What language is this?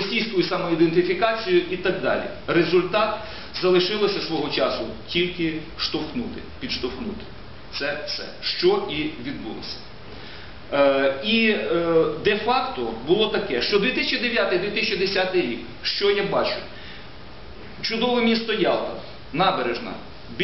Ukrainian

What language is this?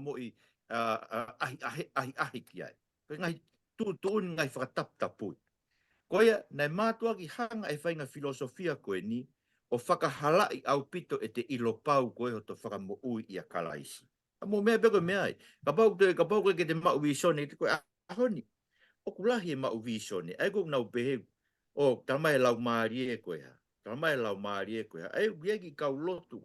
Tongan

